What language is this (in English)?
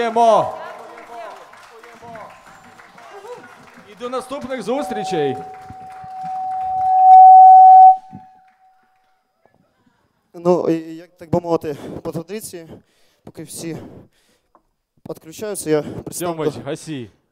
Ukrainian